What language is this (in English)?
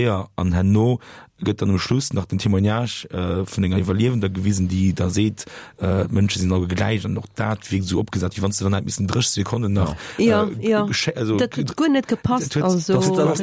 Luxembourgish